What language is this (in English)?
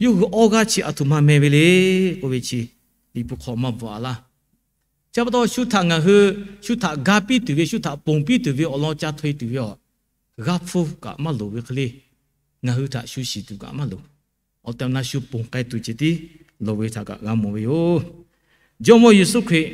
Lahu